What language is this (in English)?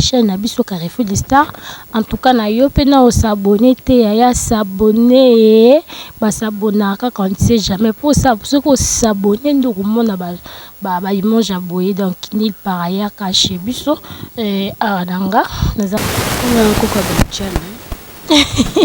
Lingala